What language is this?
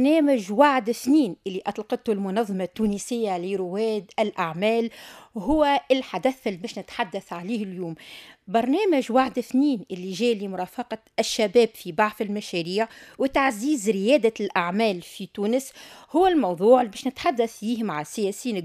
Tunisian Arabic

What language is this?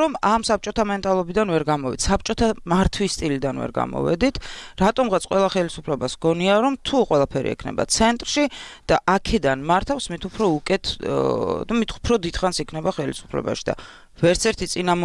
Georgian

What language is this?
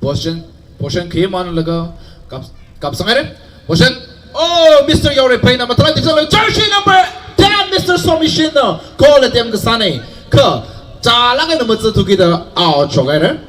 Tangkhul Naga (India)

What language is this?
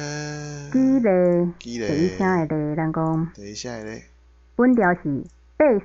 Min Nan Chinese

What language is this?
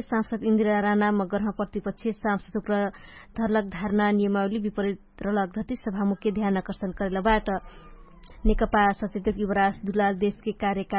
Dangaura Tharu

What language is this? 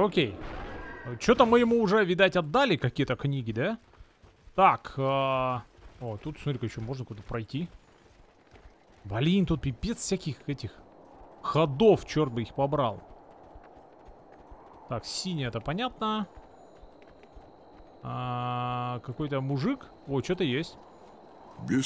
Russian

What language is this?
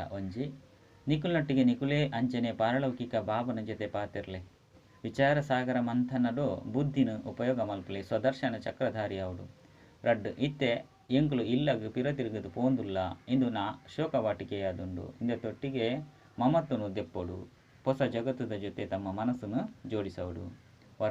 Tulu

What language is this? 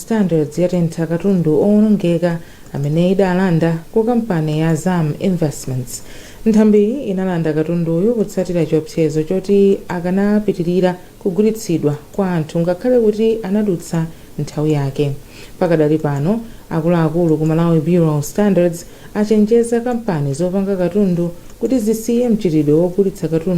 Nyanja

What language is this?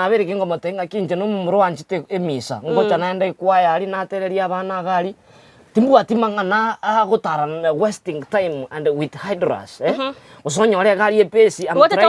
Gusii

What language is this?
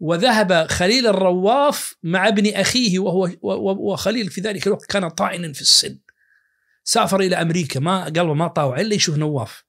Najdi Arabic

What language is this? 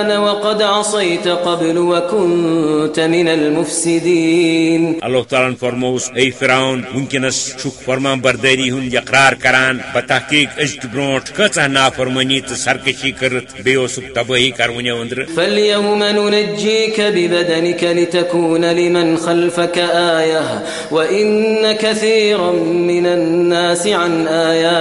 Kashmiri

